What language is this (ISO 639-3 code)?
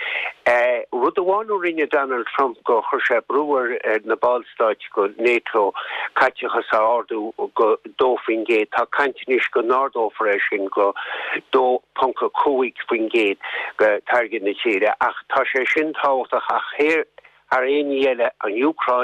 gle